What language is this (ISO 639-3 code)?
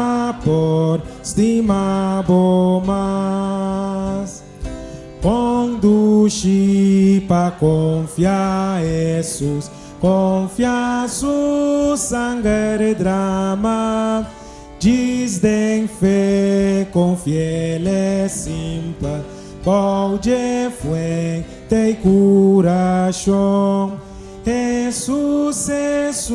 pap